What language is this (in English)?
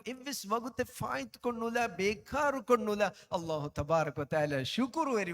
Divehi